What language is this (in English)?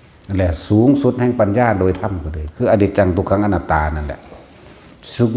Northeastern Thai